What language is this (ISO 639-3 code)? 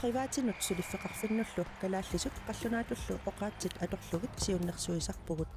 kal